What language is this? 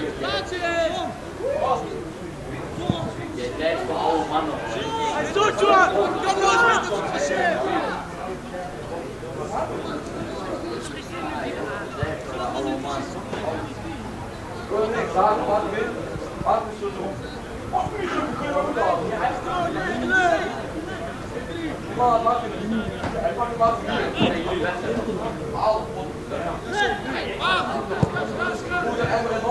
Dutch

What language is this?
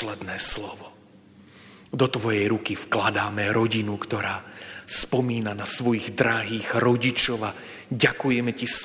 Slovak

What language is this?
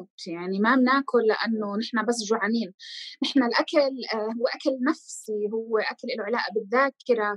North Levantine Arabic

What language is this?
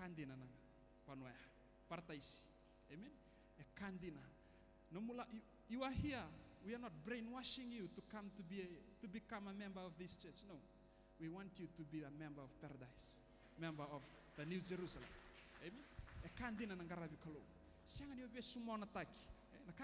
Fijian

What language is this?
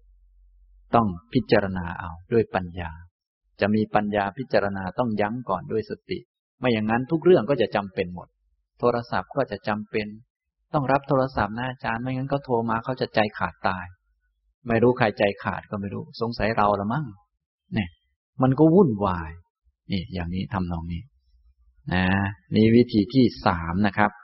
Thai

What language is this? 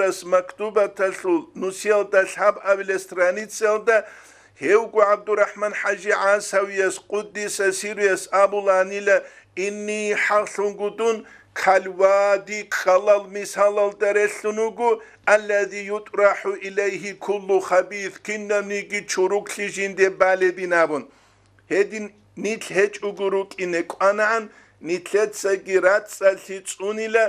Avaric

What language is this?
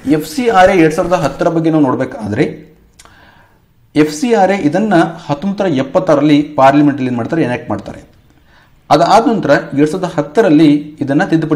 Kannada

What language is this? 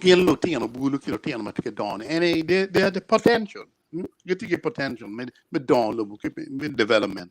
Acoli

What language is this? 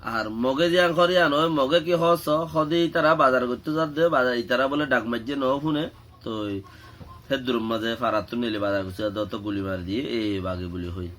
Rohingya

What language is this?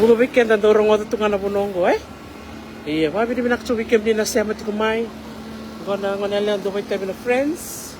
Fijian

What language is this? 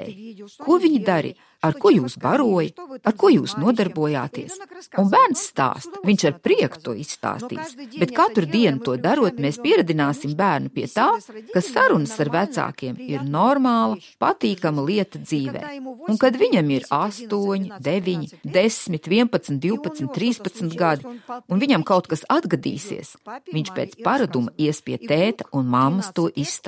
Latvian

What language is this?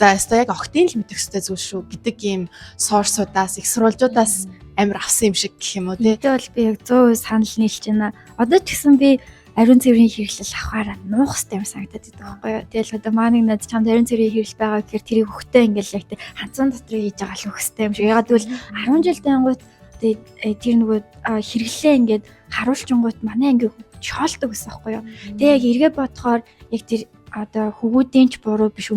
Mongolian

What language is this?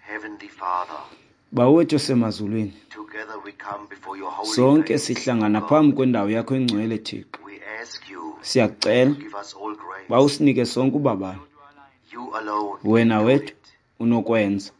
Xhosa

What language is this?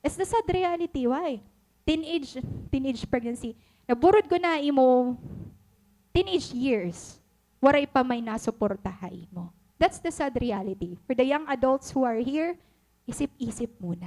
Waray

